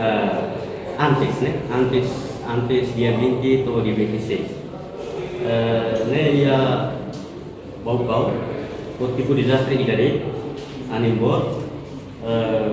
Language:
Tetum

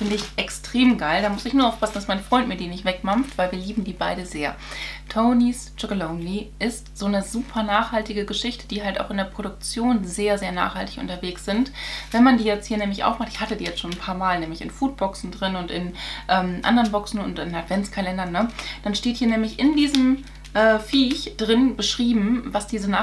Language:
German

